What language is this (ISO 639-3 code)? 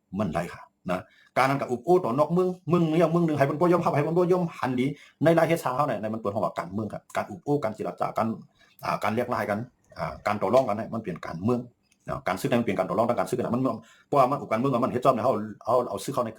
shn